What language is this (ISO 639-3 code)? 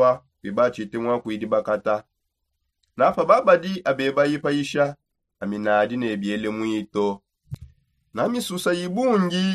sop